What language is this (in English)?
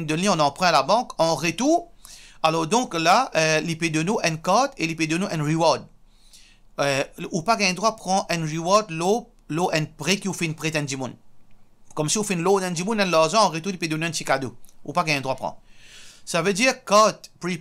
Morisyen